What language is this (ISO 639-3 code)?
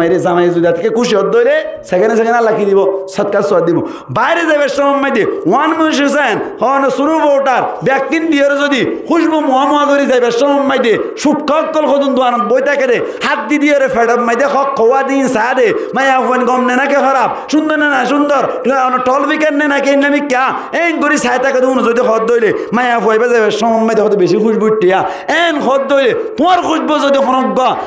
rhg